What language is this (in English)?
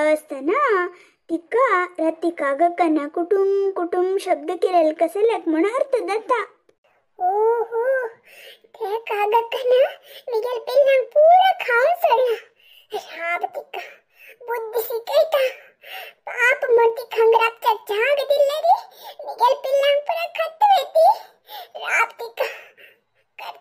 Konkani